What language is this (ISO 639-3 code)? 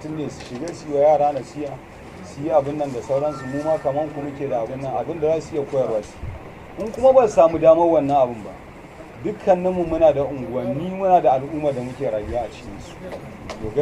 hau